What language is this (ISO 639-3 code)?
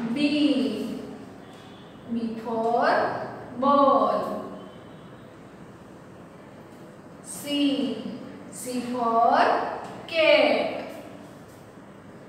guj